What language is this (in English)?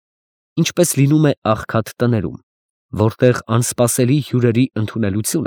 Armenian